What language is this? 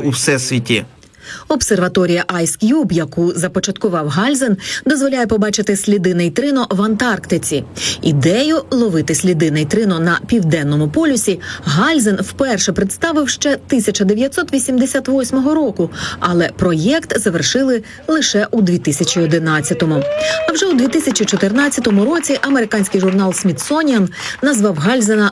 Ukrainian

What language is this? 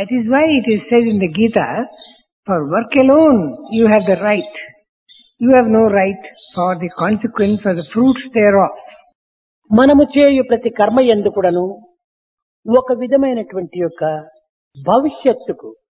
Telugu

